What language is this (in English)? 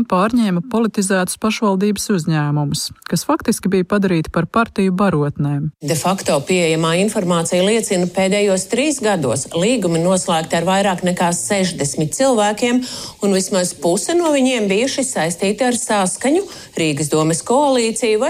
Latvian